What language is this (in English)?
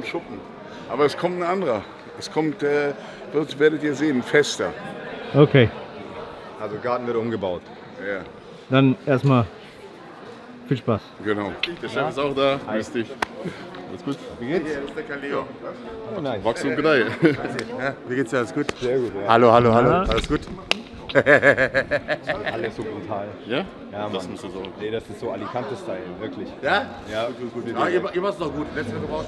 German